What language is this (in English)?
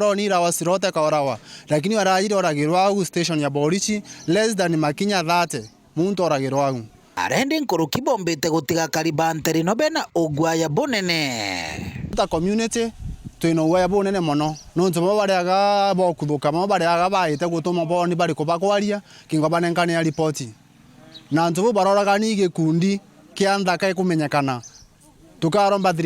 Meru